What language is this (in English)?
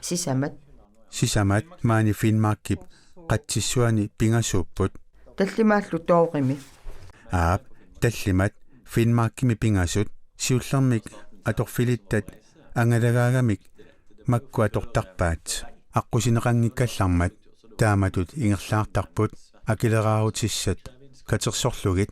Kalaallisut